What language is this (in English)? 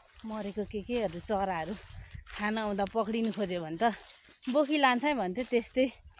Nepali